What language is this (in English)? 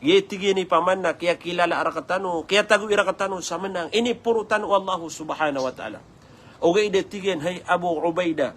Maranao